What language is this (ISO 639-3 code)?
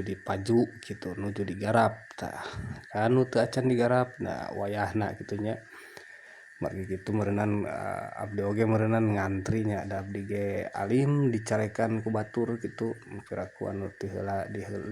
sun